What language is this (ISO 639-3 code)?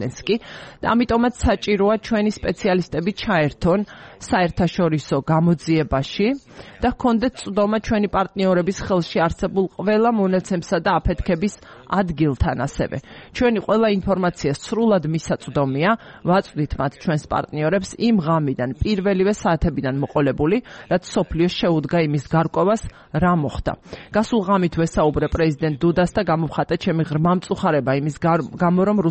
kat